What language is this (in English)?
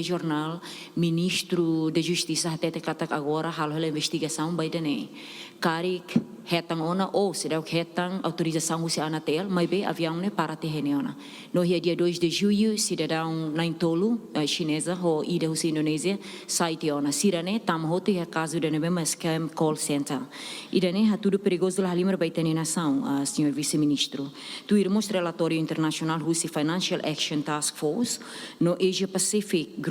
Tetum